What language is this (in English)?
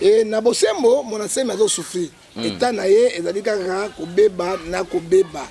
Lingala